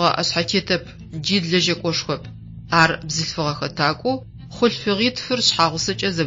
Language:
Adyghe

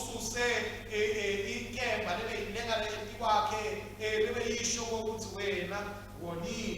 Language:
Swati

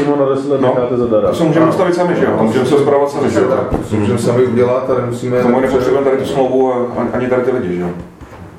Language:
Czech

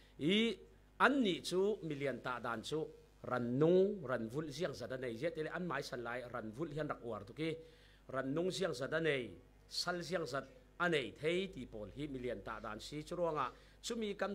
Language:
Falam Chin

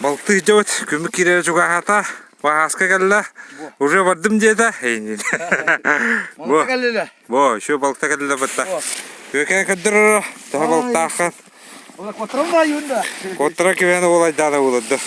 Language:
Yakut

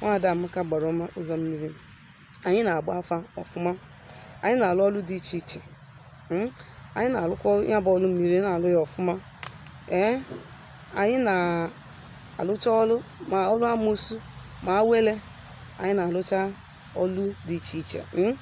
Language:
Igbo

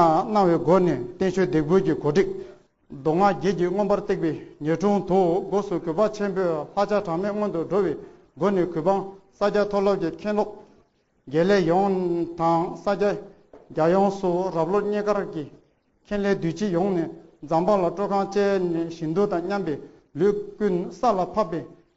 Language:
Tibetan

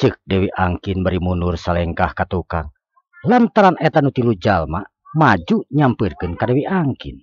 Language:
Sundanese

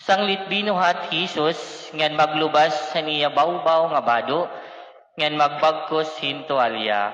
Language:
Waray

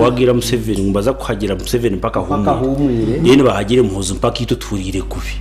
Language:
Nyankole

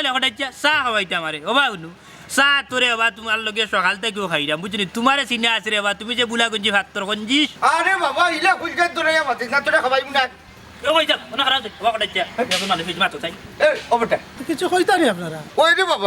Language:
Sylheti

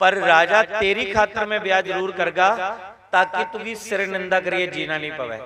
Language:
Dogri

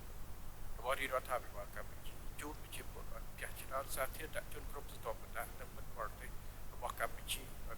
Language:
Khmer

